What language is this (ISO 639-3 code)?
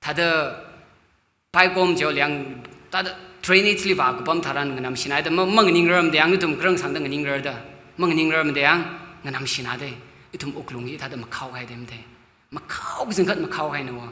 nmf